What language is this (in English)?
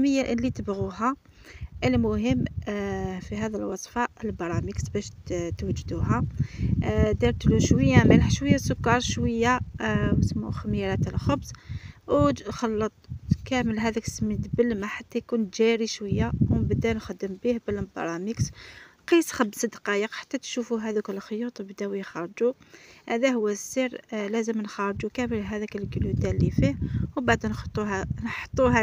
Algerian Arabic